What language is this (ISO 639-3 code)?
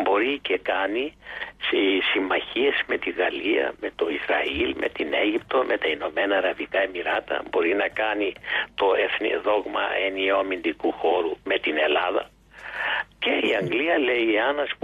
ell